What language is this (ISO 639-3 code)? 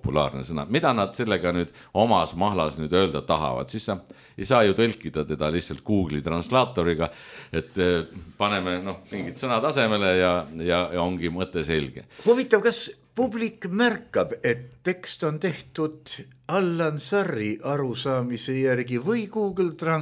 est